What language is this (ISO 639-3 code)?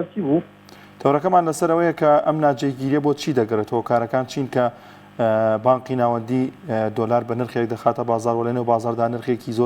ckb